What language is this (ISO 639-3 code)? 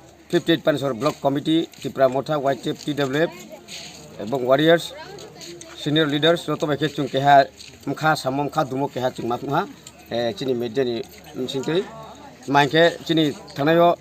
trp